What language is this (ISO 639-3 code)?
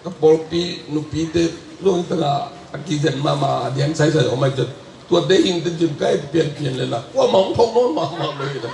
ctd